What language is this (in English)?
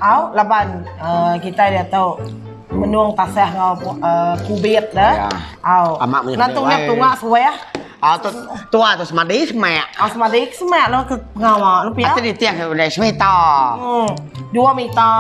Iban